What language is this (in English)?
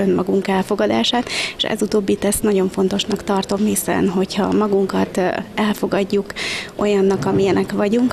Hungarian